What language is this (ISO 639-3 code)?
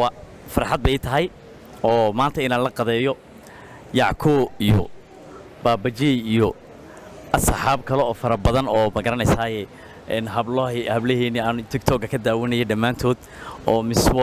som